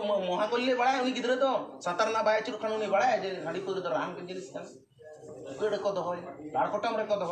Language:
Santali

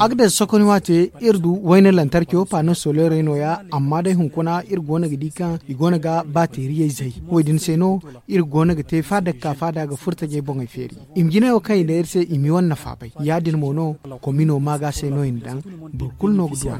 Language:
Zarma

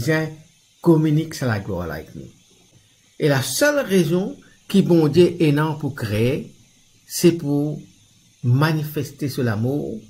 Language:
Morisyen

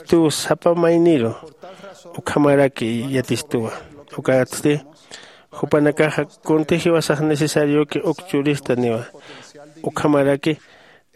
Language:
Aymara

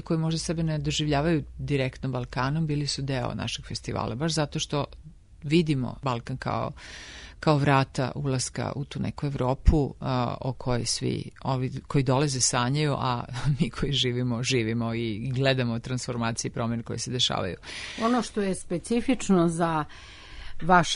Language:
Serbian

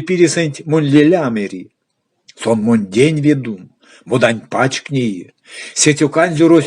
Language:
Erzya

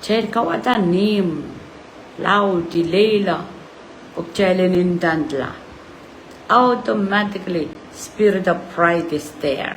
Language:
Pohnpeian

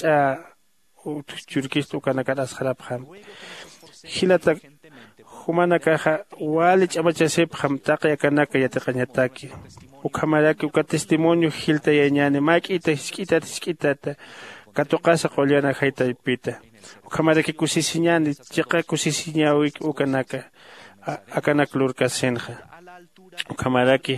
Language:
Aymara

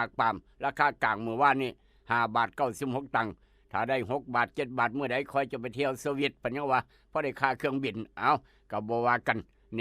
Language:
Northeastern Thai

